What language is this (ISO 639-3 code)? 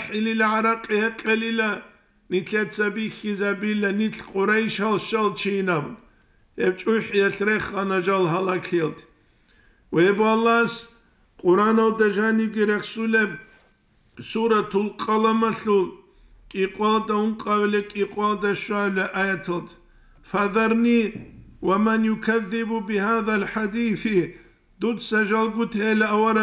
ava